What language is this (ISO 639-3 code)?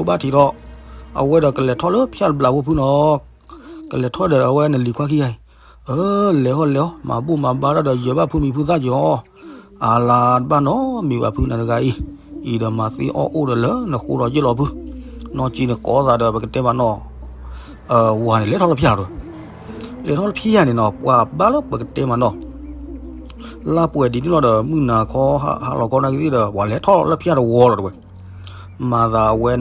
ksw